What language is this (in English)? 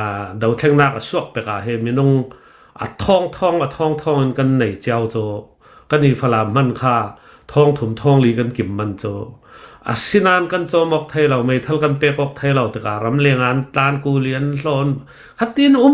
Hakha Chin